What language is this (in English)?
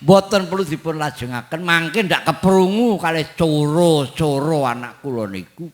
Javanese